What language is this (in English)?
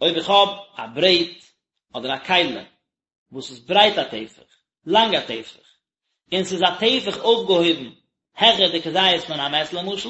Yiddish